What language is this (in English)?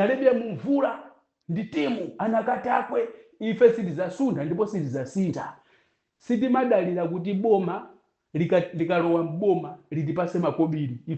Nyanja